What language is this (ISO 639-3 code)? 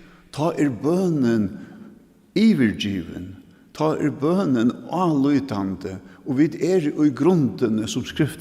fao